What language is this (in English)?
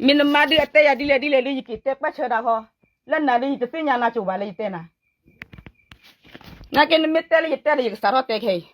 S'gaw Karen